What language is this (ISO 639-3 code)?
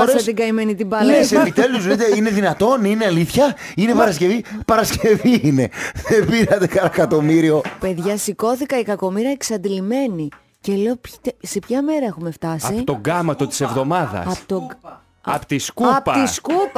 ell